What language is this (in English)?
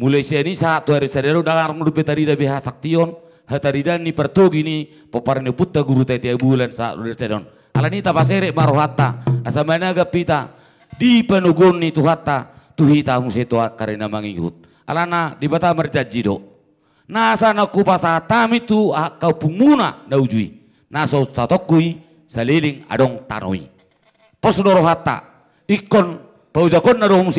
Batak Toba